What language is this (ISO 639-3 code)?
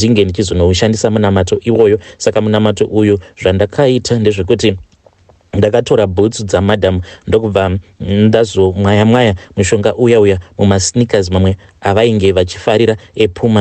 sna